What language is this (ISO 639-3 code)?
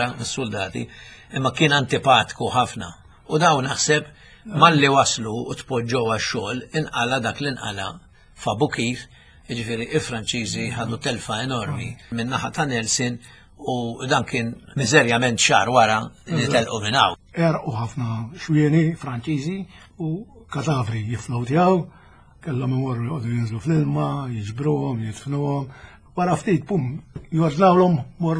mlt